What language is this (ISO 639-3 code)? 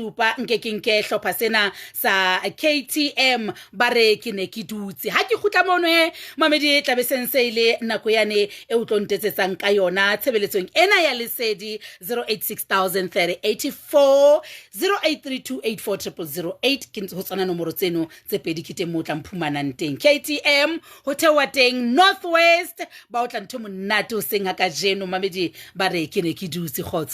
sot